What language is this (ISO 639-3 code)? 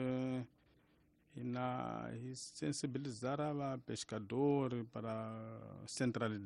tso